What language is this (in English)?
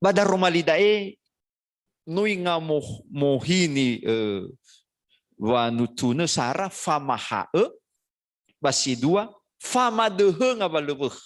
Nias